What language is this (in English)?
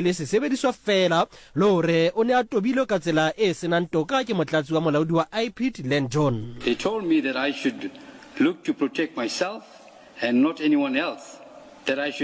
Southern Sotho